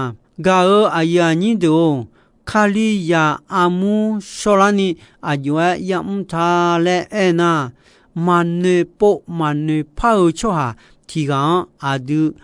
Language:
Akha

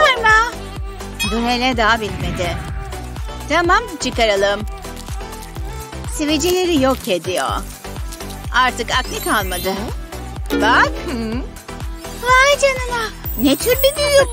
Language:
Turkish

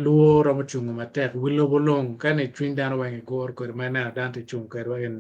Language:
Acoli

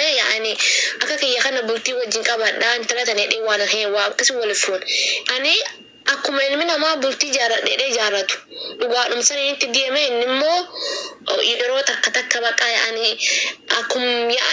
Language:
Oromo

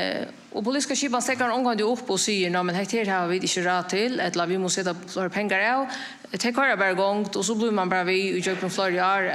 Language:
Faroese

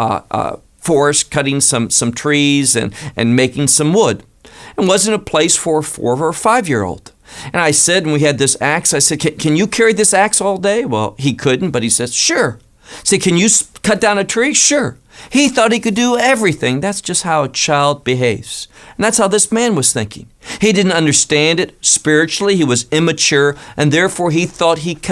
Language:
English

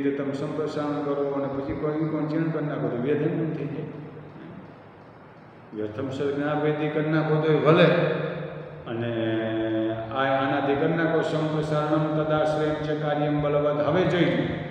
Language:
Gujarati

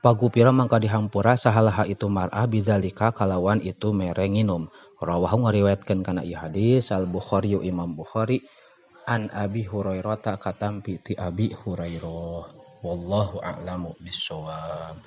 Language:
Sundanese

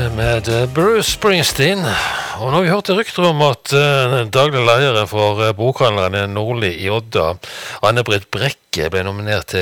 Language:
Norwegian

